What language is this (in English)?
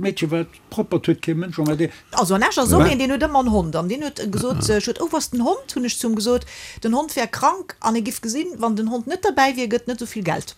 Luxembourgish